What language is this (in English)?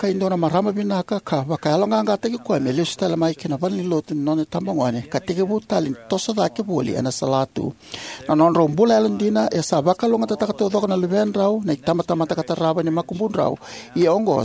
Fijian